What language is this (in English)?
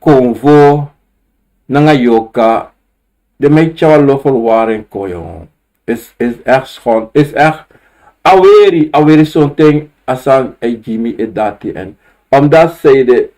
Sranan Tongo